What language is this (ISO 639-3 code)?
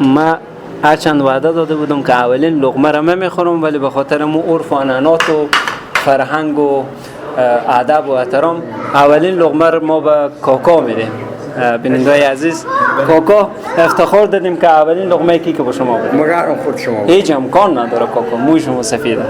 fas